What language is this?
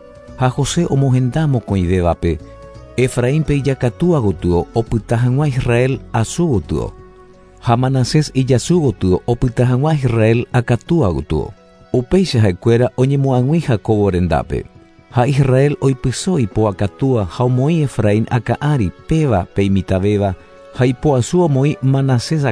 Guarani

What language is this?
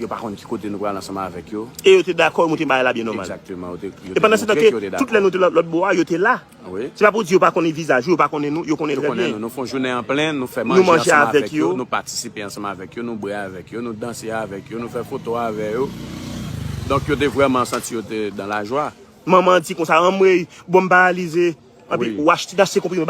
Haitian Creole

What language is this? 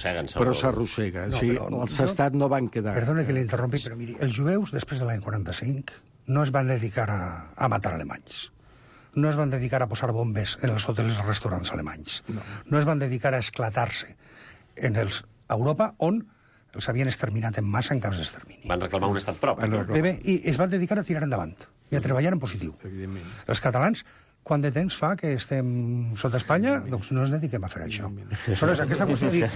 Catalan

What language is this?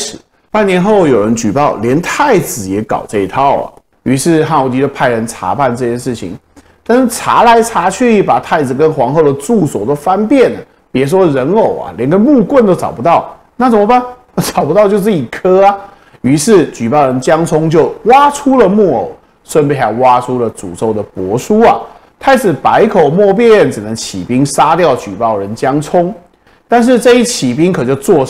Chinese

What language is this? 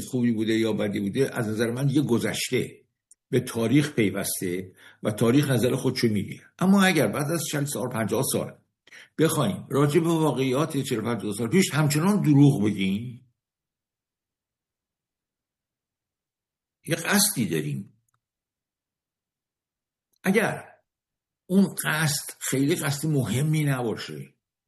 Persian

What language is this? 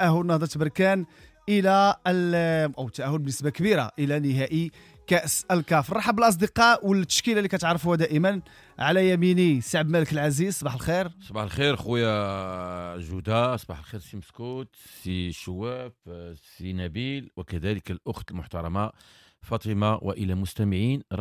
Moroccan Arabic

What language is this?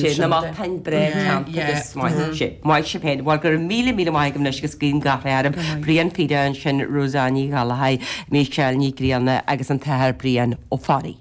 Irish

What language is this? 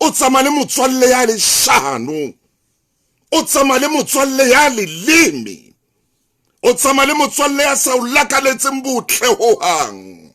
Southern Sotho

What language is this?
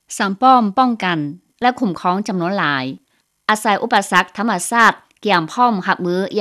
Lao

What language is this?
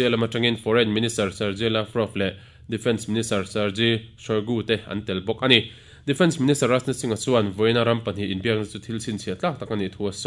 Mizo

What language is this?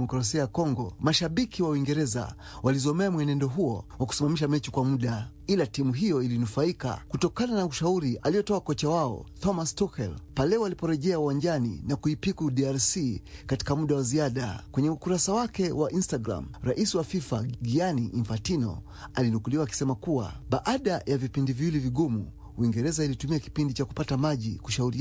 Swahili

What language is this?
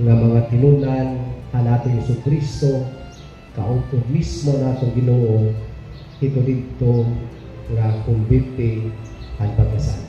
Waray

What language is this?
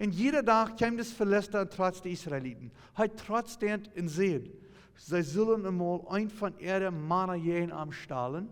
Plautdietsch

